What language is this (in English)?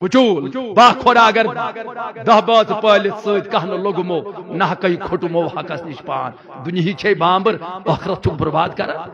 Kashmiri